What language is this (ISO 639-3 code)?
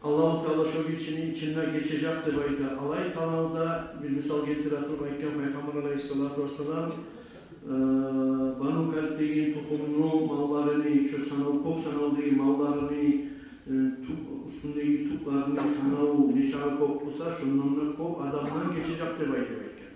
kum